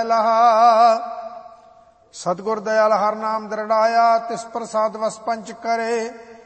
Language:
Punjabi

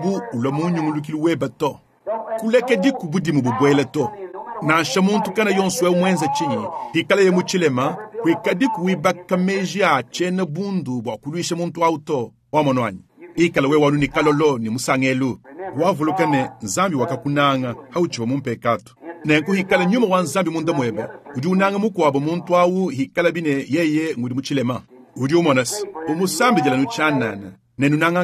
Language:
Luba-Lulua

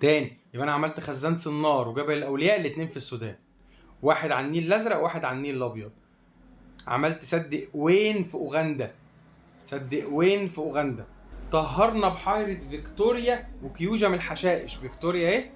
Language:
Egyptian Arabic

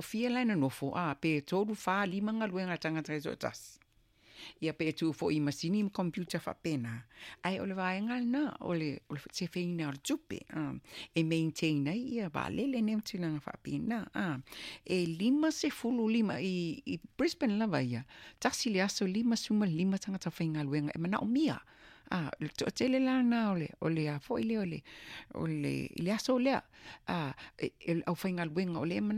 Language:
Samoan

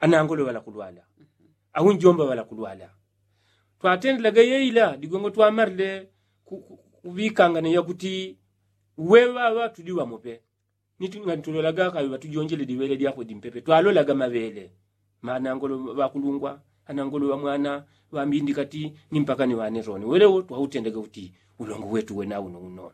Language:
Yao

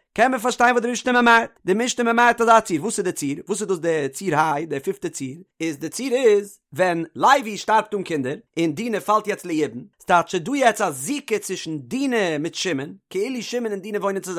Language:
Yiddish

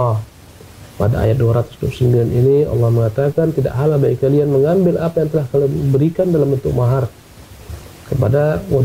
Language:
Indonesian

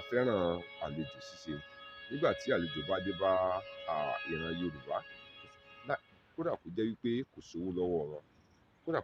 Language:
Yoruba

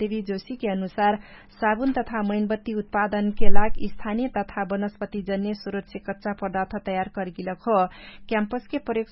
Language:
Dangaura Tharu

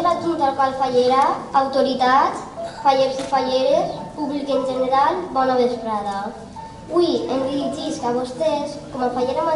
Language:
Catalan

